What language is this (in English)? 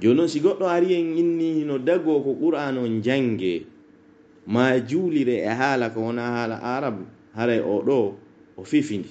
Pular